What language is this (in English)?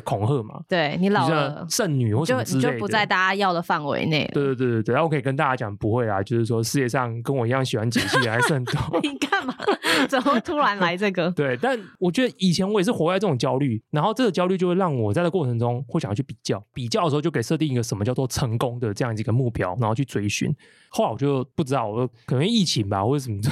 Chinese